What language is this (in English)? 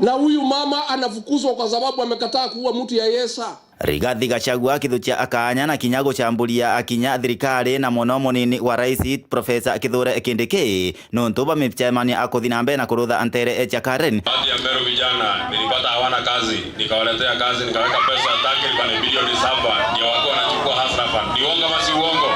Meru